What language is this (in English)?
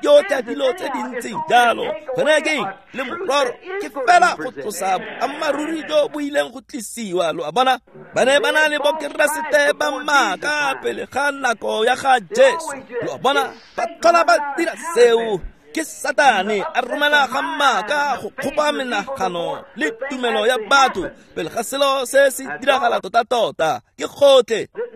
Tswana